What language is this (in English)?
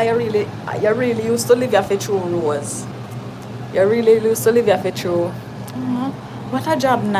Jamaican Creole English